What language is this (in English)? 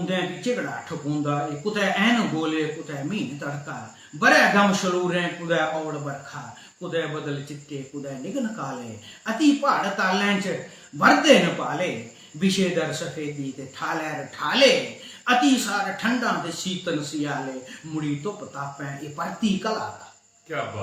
Dogri